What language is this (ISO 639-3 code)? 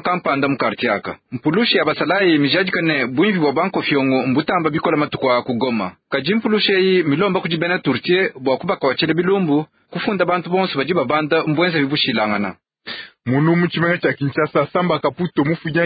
lua